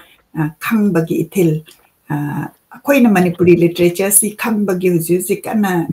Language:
Manipuri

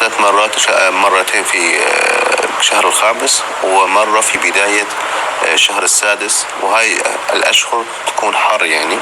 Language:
North Levantine Arabic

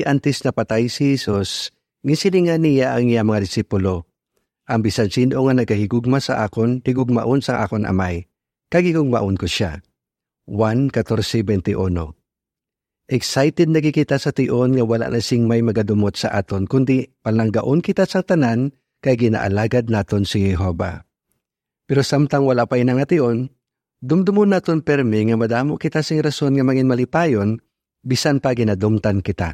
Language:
Hiligaynon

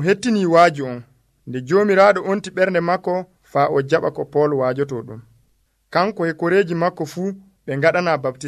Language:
Nigerian Fulfulde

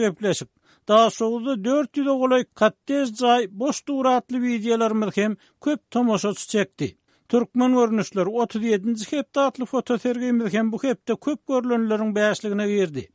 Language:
Turkmen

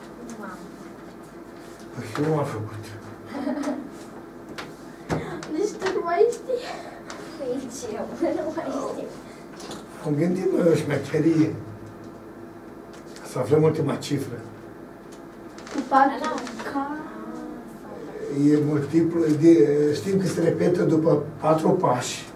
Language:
Romanian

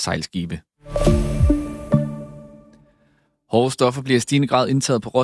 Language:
Danish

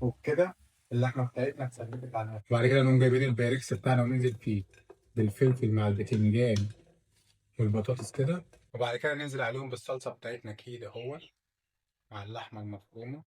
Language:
Egyptian Arabic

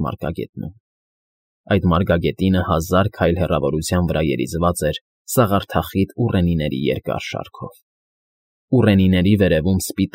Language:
Armenian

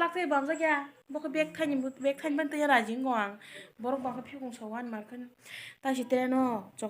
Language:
Kok Borok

